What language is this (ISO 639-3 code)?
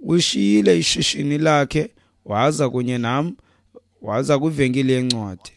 xho